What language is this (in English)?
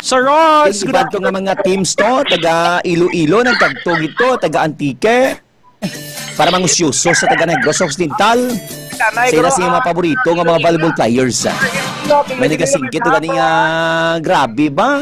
Hiligaynon